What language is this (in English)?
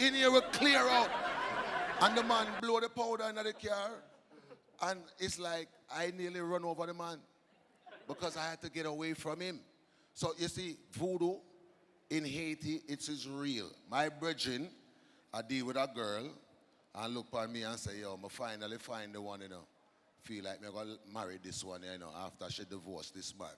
Jamaican Creole English